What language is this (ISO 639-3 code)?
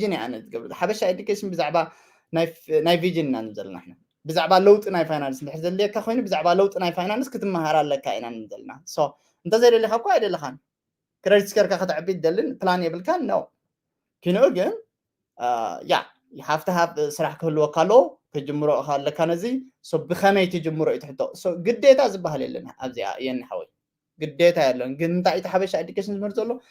tir